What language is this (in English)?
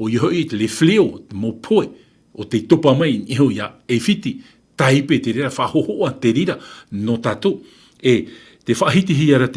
Tahitian